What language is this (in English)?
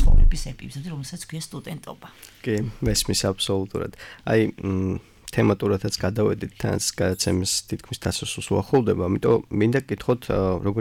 Georgian